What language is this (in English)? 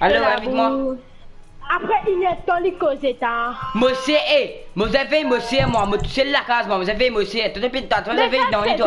Morisyen